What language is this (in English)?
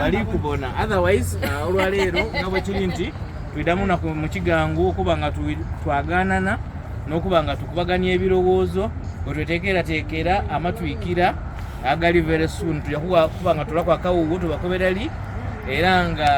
Soga